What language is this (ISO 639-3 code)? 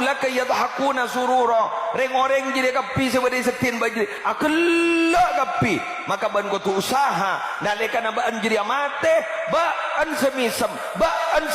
mad